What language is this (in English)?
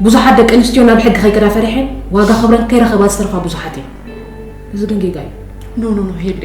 Tigrinya